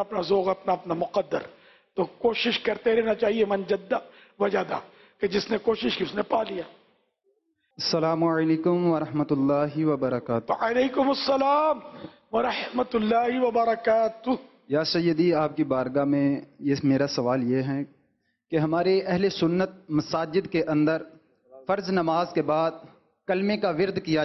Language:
Urdu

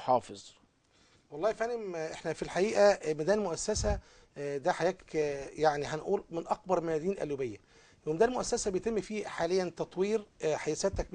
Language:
Egyptian Arabic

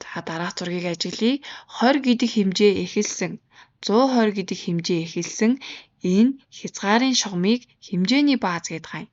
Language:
Mongolian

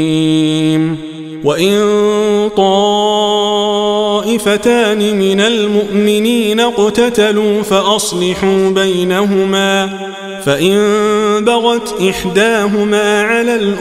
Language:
Arabic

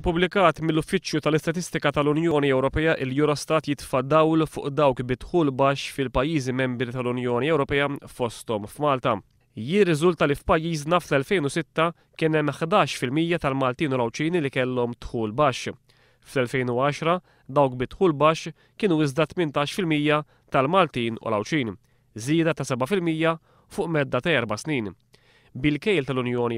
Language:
Maltese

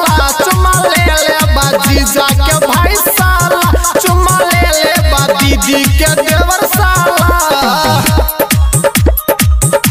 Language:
Bhojpuri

